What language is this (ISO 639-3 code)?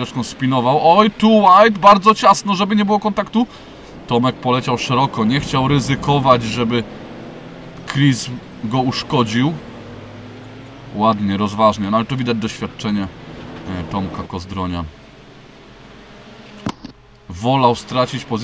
pol